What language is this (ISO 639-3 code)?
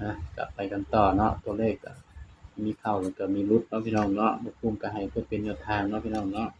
tts